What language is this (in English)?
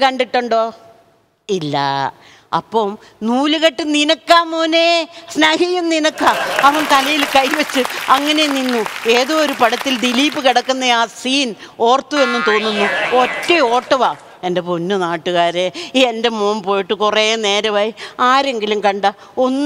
Malayalam